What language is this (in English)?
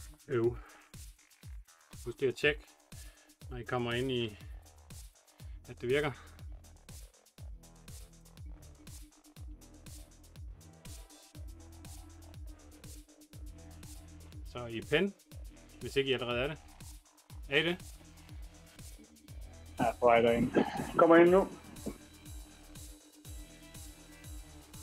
Danish